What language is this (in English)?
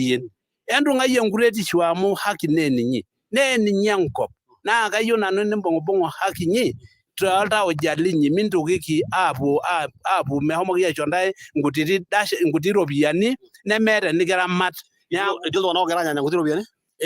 Masai